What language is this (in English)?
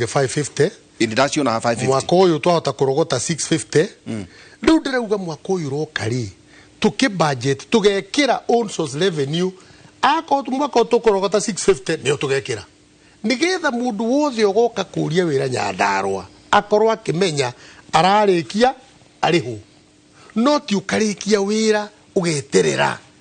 Kikuyu